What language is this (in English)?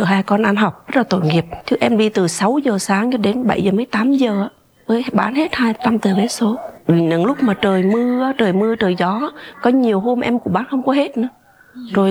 Vietnamese